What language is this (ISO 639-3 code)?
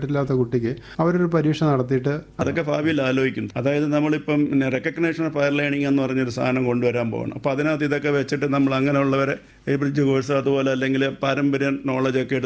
mal